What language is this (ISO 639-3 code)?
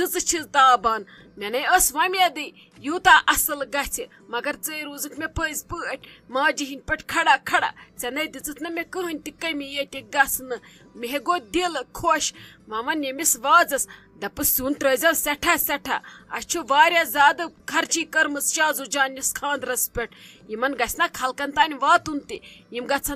kas